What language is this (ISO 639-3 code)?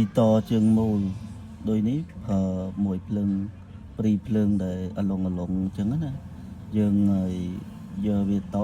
khm